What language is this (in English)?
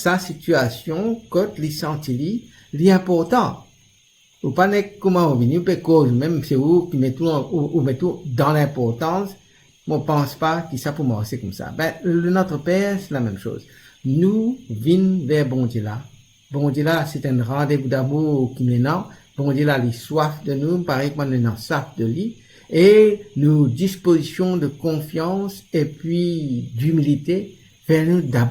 Morisyen